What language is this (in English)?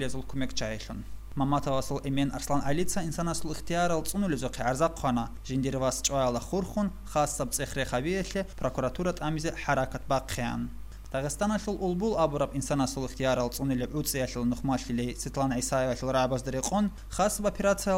Avaric